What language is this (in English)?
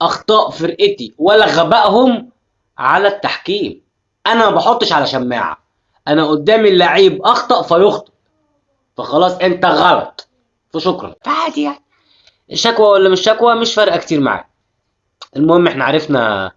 Egyptian Arabic